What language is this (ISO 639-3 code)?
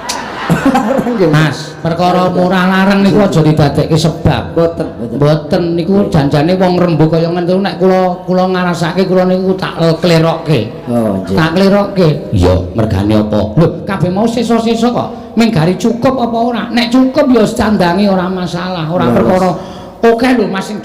jav